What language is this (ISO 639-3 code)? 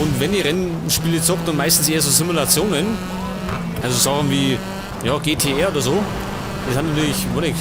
bar